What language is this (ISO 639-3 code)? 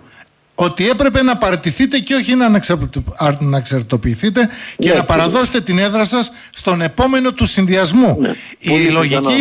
ell